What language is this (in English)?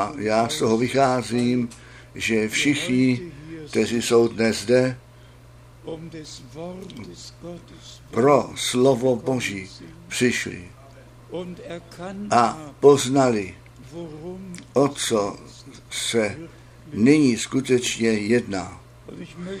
Czech